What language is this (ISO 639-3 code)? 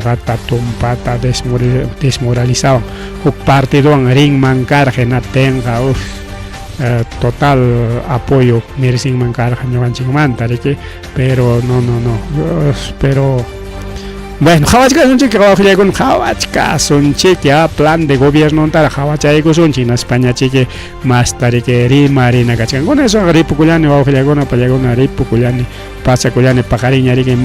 quy